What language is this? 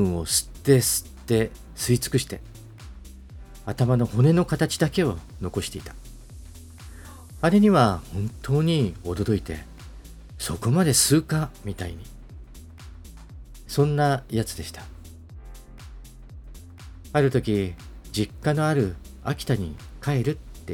Japanese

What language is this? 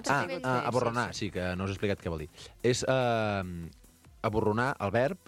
Catalan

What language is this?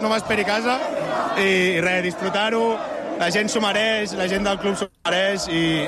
Catalan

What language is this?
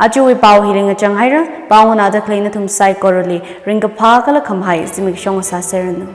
Tangkhul Naga (India)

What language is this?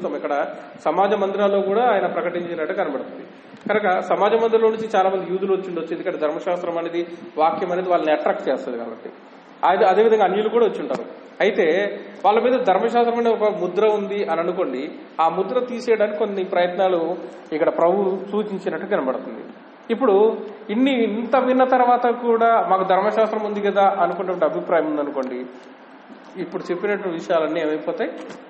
Telugu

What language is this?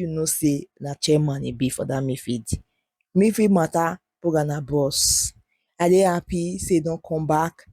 Nigerian Pidgin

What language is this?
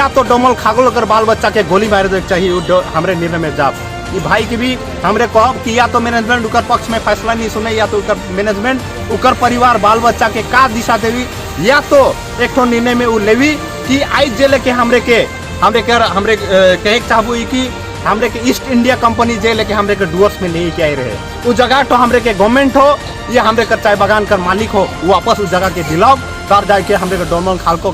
Sadri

